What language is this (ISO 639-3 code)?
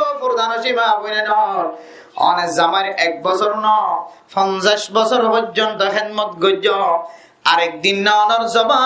rhg